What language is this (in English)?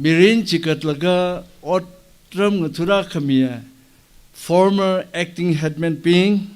Tangkhul Naga (India)